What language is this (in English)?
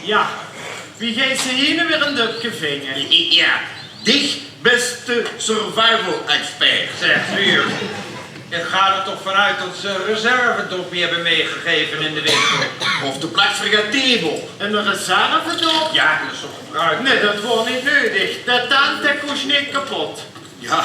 Limburgish